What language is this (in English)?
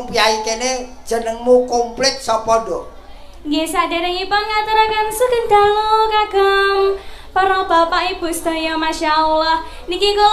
Javanese